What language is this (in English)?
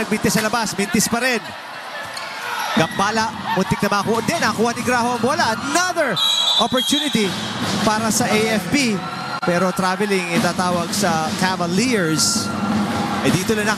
Filipino